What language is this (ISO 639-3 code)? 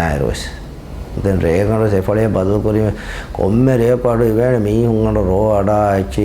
div